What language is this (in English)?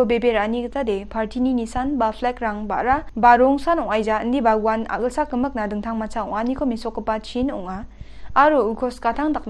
Garo